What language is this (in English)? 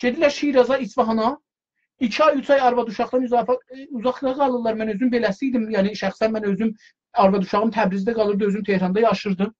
South Azerbaijani